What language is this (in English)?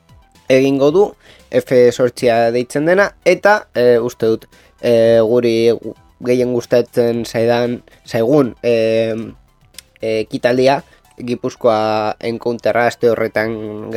Basque